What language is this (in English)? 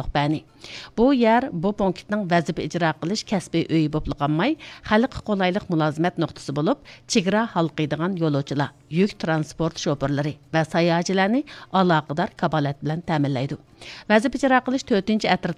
Uyghur